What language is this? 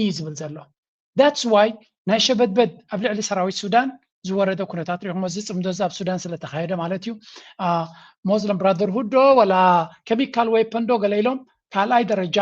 Tigrinya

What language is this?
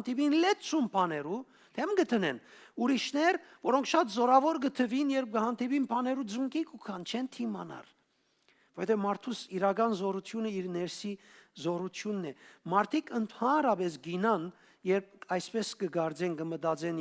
Western Armenian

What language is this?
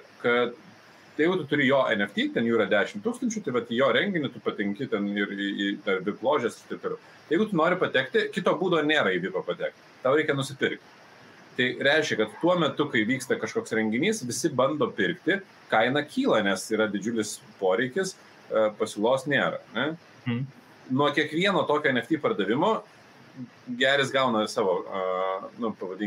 Lithuanian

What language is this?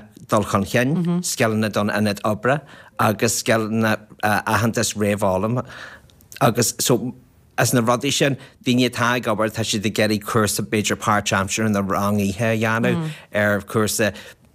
Irish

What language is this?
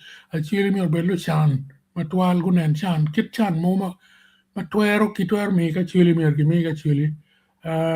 Acoli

